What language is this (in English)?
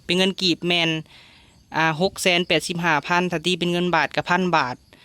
Lao